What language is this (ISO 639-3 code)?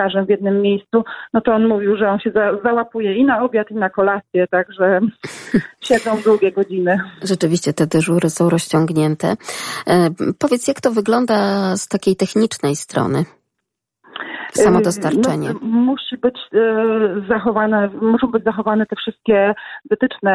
pol